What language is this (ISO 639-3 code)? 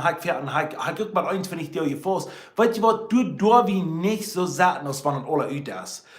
pdt